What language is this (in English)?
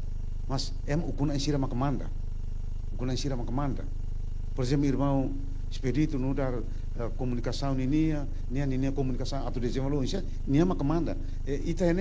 Tetum